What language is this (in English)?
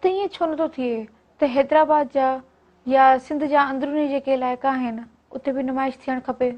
Sindhi